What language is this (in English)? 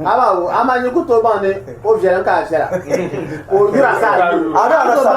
Dagbani